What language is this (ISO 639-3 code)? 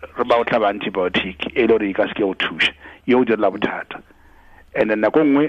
tsn